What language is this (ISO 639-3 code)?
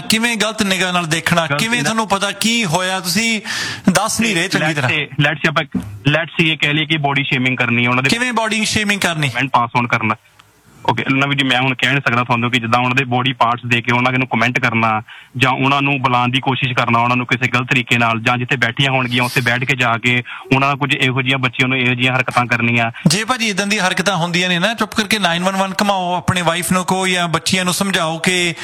pan